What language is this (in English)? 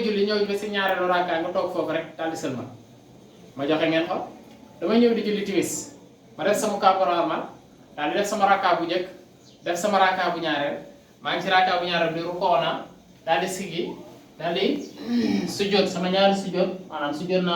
Wolof